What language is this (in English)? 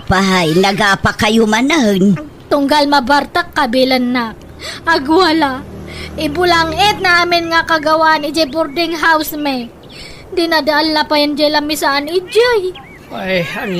Iloko